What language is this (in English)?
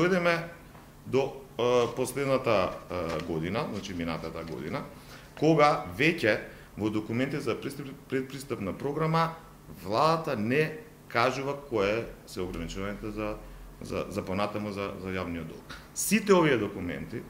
Macedonian